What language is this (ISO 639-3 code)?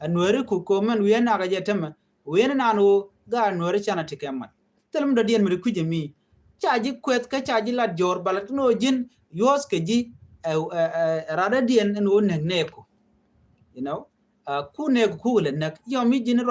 nus